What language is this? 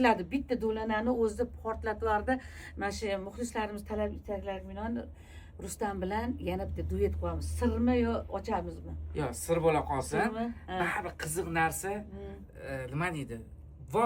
Uzbek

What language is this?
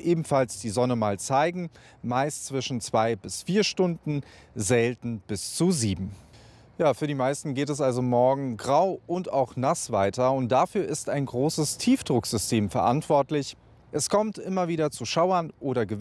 German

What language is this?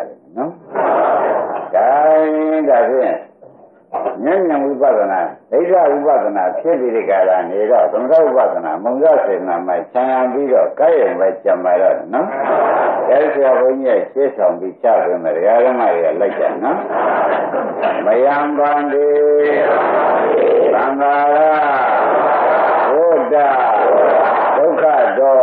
Burmese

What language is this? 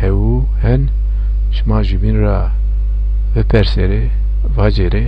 Zaza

